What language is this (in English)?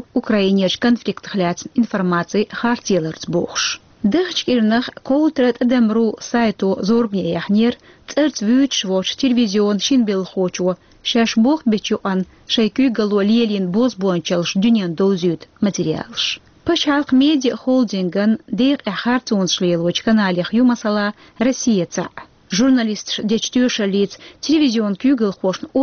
Chechen